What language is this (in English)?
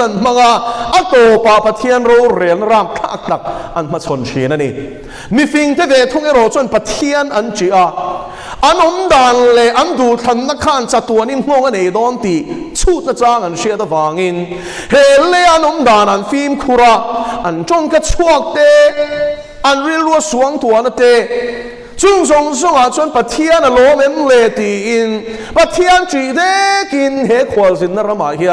Mizo